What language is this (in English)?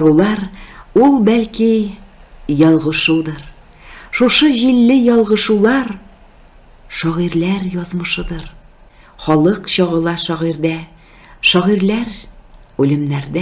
Tatar